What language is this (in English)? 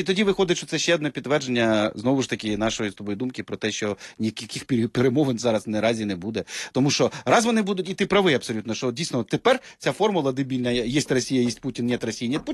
Ukrainian